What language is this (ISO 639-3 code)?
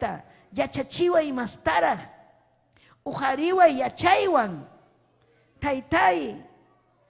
quy